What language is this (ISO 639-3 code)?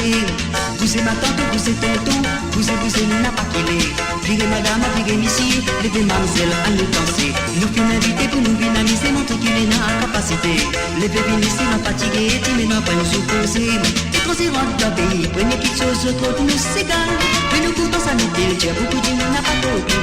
mfe